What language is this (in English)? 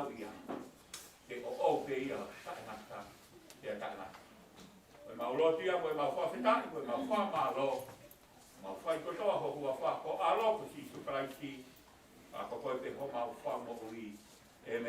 Tongan